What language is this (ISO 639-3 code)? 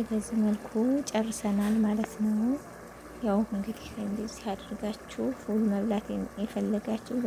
amh